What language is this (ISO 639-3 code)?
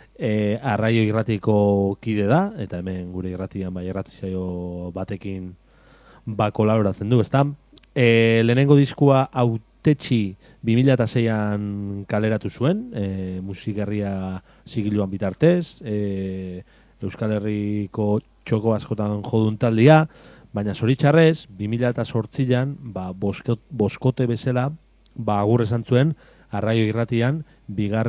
eus